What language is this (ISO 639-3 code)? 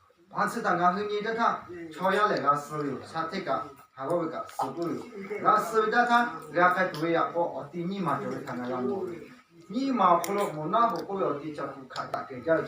lhu